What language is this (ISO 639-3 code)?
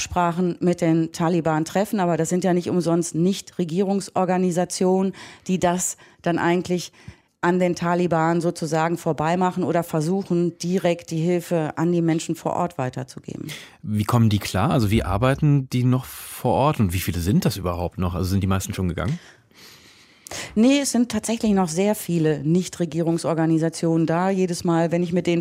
deu